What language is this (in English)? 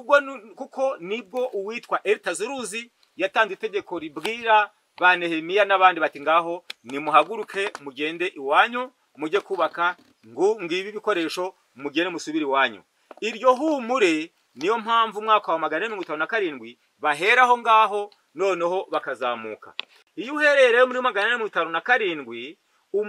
Kinyarwanda